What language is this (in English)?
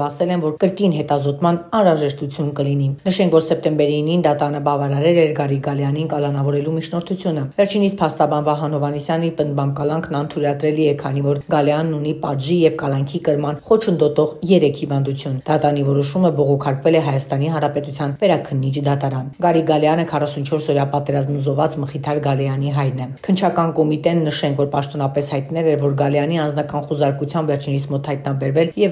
Armenian